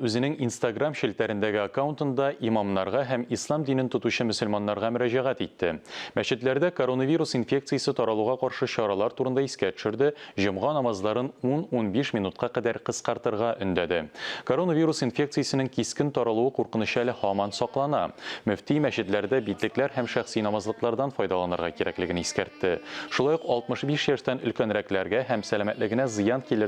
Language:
Tatar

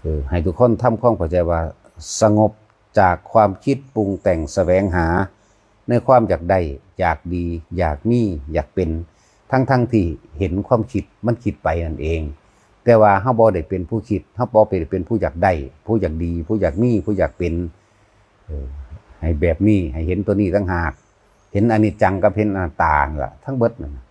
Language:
Northeastern Thai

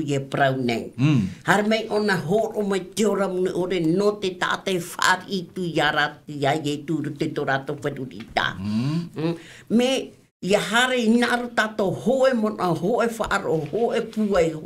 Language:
Tahitian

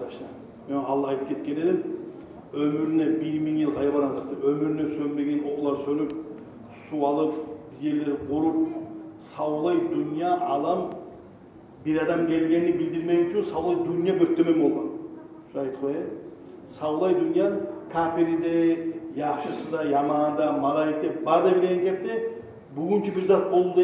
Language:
Kumyk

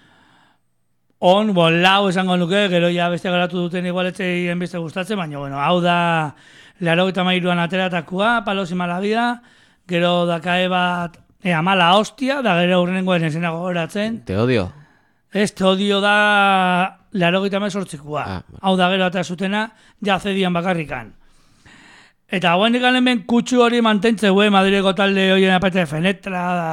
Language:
Basque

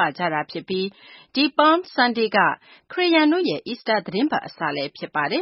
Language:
Burmese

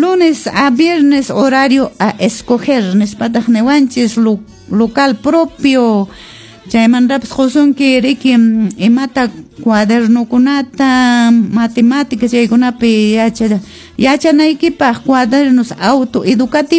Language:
Quechua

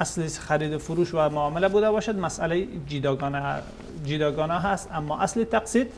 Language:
Persian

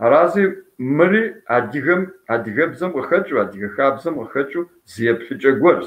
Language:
Kabardian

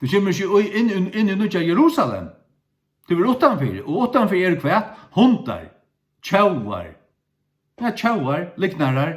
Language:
Faroese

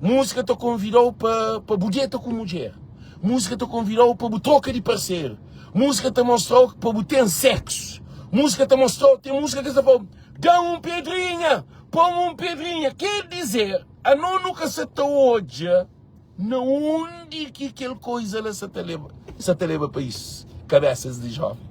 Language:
Kabuverdianu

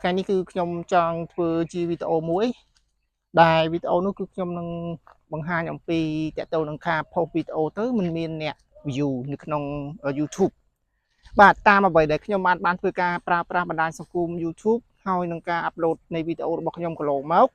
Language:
Khmer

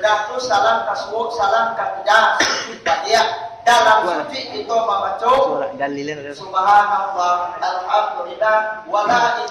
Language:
Minangkabau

